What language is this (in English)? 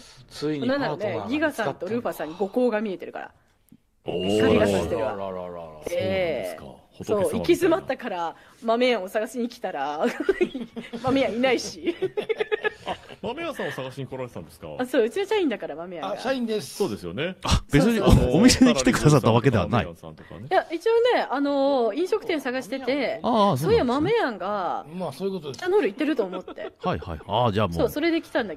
Japanese